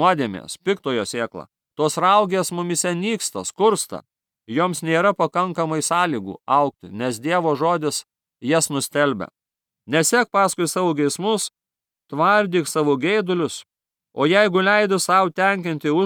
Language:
Lithuanian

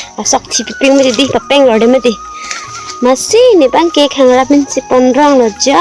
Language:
Karbi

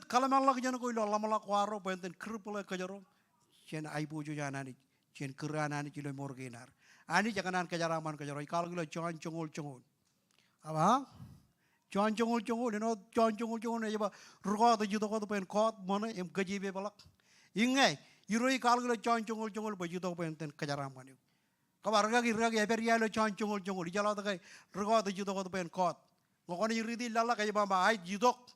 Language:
Marshallese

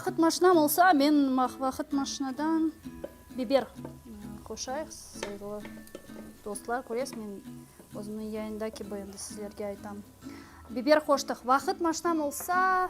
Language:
Crimean Tatar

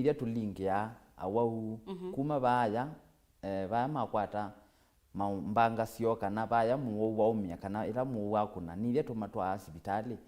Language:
Kamba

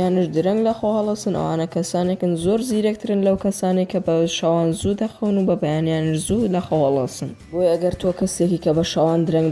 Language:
Central Kurdish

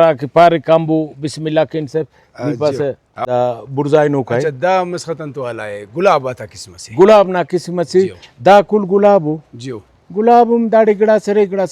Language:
Brahui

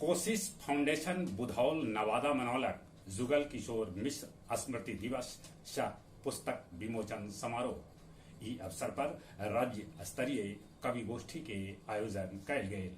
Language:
Magahi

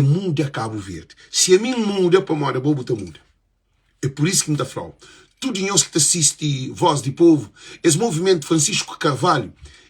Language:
Kabuverdianu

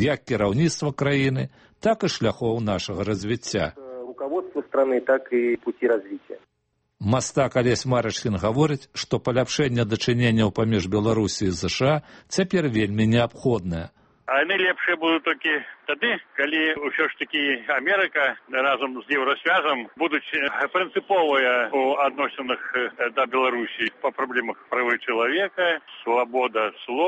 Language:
Belarusian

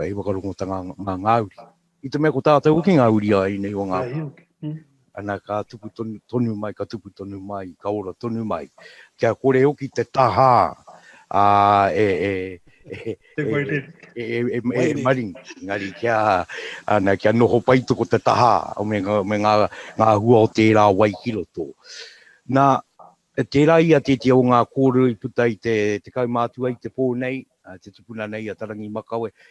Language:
Māori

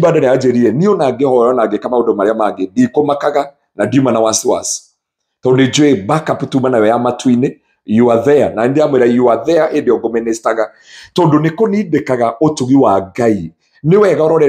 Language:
Kikuyu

